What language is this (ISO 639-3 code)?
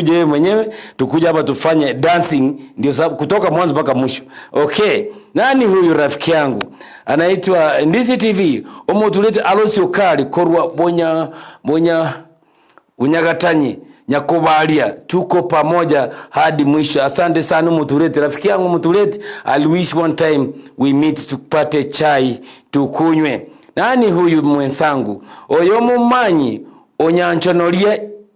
guz